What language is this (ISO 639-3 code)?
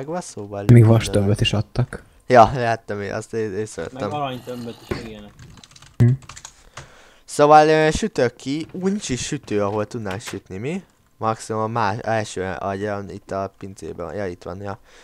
hun